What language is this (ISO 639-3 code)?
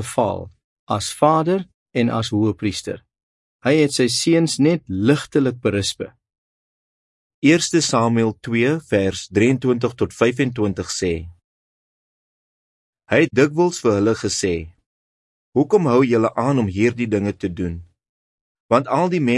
afr